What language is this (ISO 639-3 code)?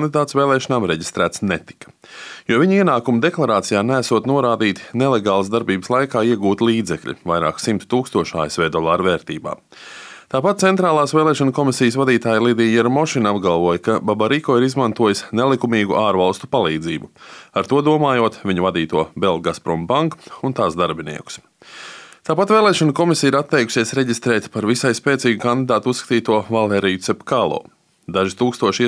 lav